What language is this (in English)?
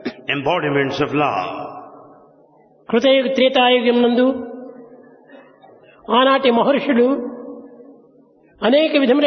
Telugu